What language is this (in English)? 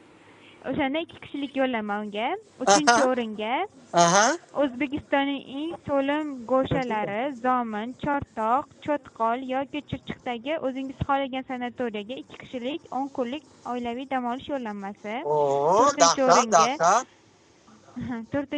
Uzbek